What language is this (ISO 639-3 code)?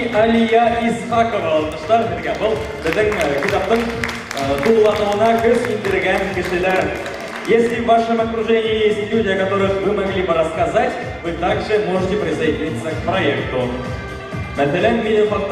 bak